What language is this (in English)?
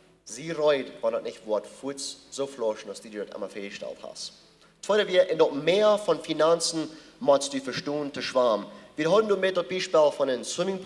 Plautdietsch